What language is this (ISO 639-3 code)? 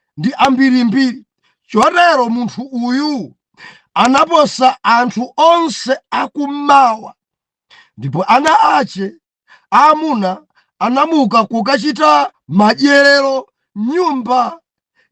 nya